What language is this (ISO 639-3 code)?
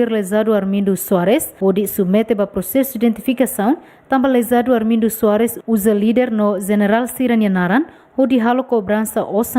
tet